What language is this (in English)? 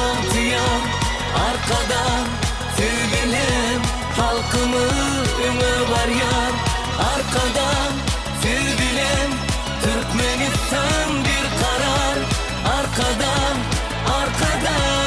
Turkmen